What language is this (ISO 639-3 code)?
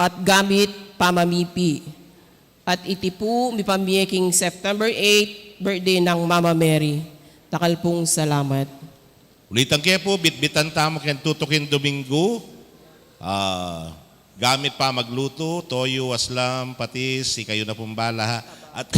pam